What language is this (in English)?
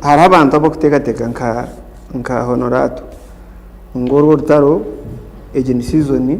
Nyankole